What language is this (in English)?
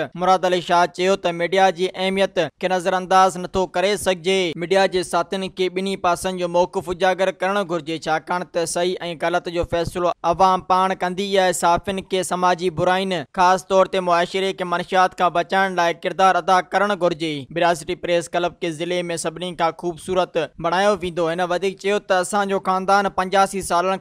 Sindhi